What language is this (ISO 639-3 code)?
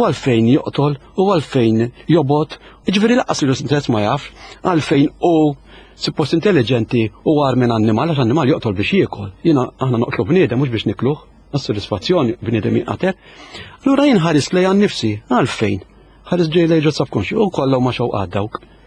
mlt